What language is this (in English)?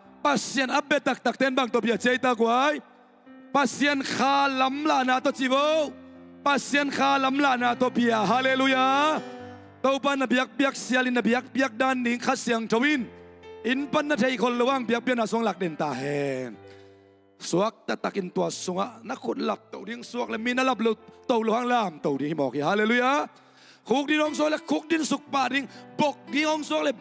Tedim Chin